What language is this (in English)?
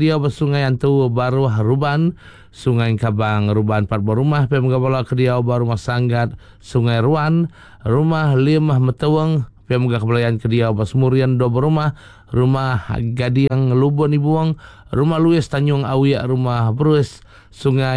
Iban